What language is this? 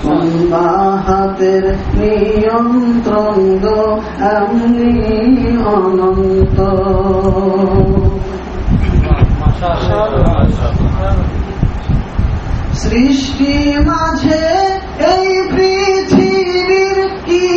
Bangla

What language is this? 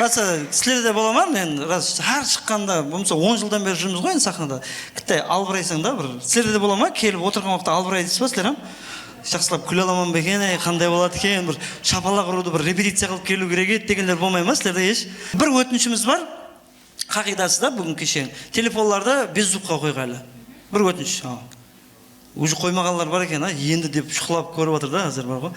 Kara-Kalpak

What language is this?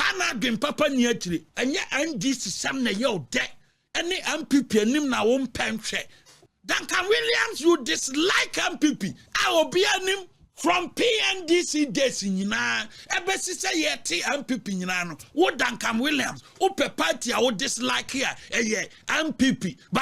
Akan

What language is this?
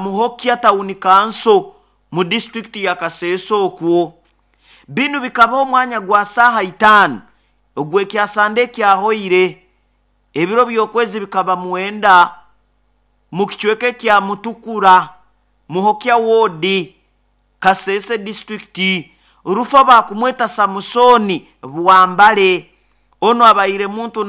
Nyoro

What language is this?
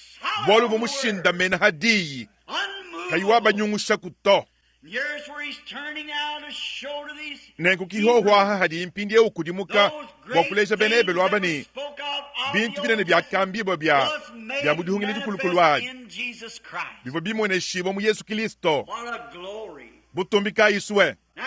Luba-Lulua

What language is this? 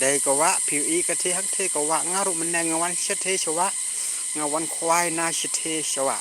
Khasi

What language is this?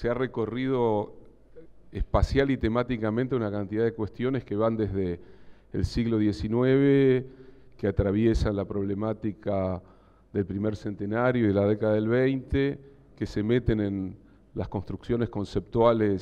Spanish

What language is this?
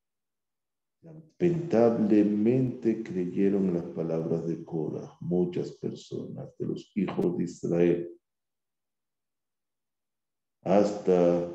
Spanish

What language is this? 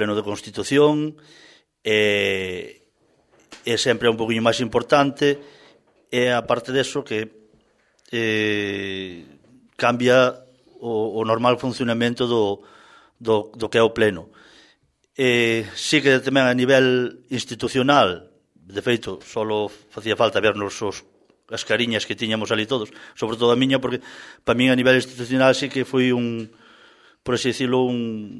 Galician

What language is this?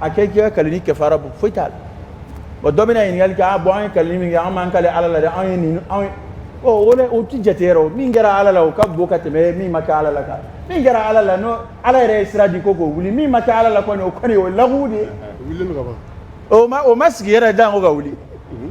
Dyula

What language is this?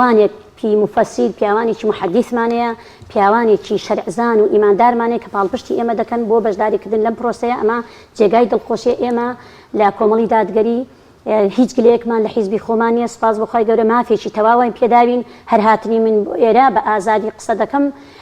Central Kurdish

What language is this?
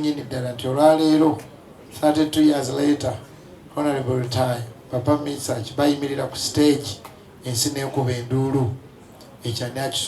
Ganda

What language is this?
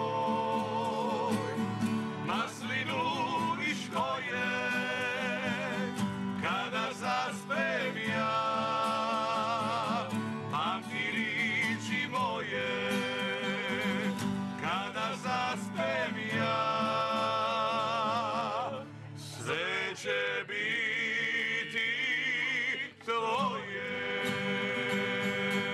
Croatian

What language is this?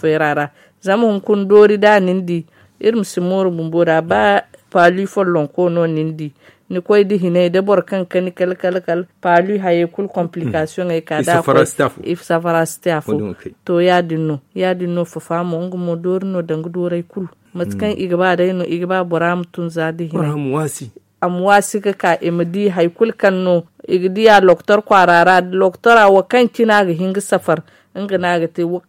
Zarma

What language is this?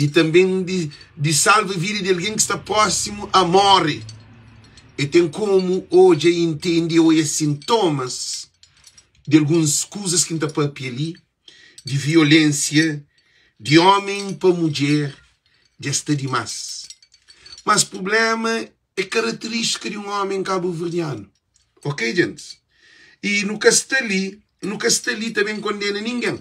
Kabuverdianu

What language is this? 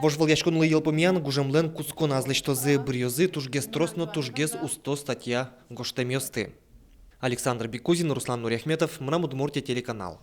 Udmurt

